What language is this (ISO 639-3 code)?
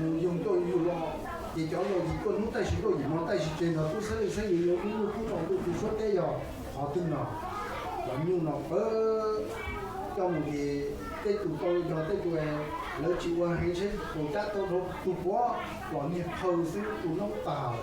hmn